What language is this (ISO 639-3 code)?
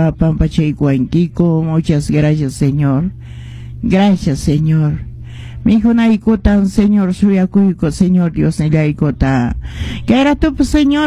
que